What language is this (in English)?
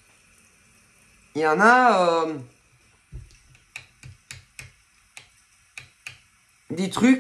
French